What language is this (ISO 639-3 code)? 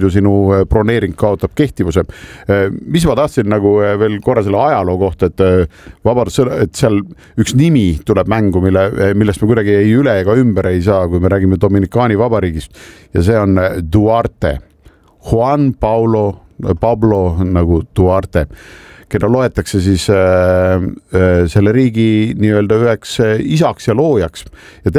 est